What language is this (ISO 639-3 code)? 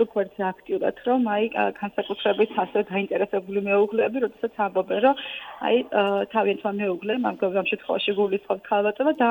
kat